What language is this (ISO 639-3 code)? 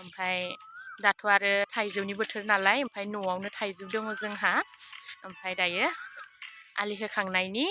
brx